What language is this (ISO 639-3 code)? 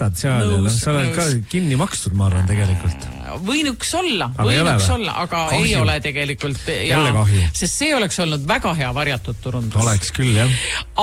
est